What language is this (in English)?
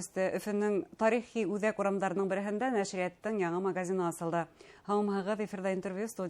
Bashkir